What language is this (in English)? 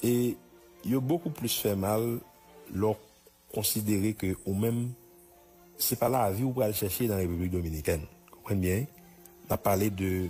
Haitian Creole